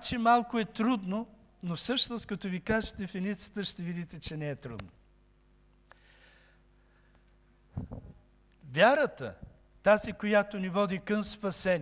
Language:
Bulgarian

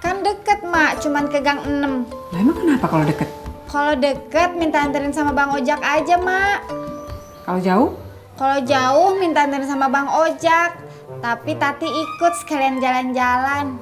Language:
Betawi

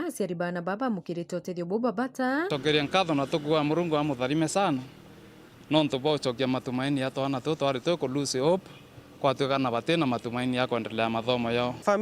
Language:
Meru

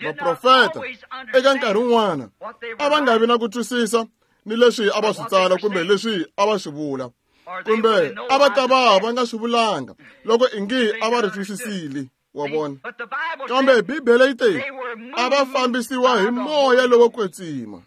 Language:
Tsonga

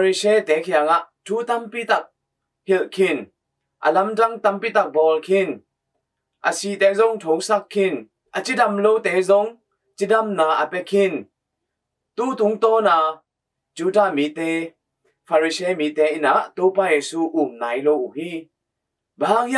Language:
Tedim Chin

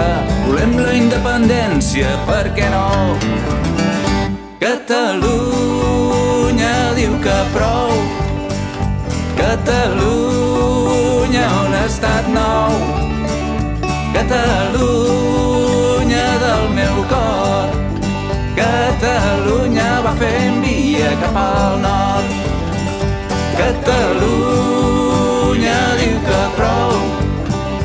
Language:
Catalan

